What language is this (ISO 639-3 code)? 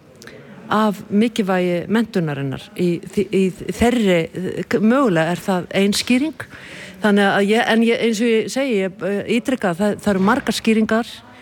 isl